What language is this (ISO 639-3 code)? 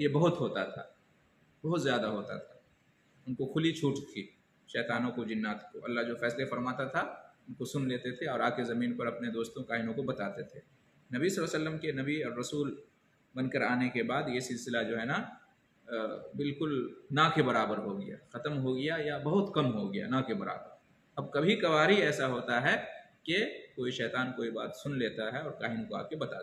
urd